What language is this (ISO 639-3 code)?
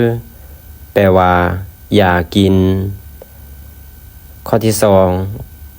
lao